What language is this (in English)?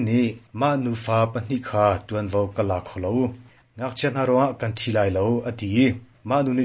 Hakha Chin